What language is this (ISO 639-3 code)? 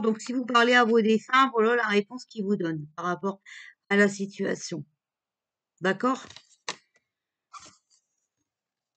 fra